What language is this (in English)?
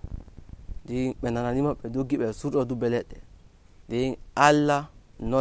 Nigerian Fulfulde